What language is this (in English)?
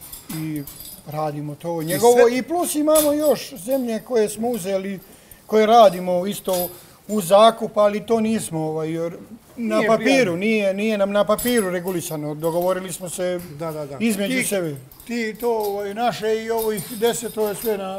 Serbian